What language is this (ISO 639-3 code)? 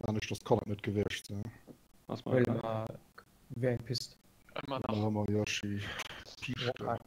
ltz